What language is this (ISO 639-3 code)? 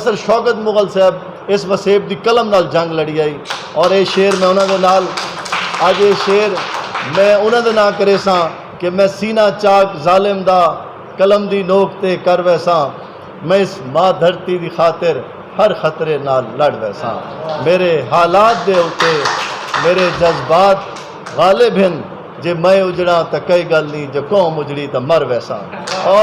skr